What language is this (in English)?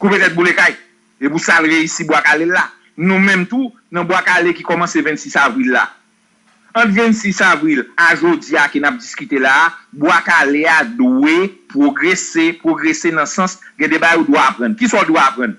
Haitian Creole